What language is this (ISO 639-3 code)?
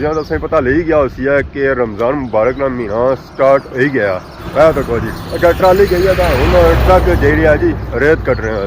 phr